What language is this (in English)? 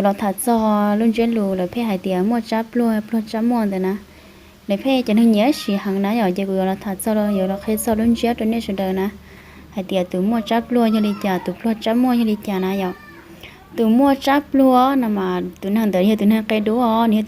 Hmong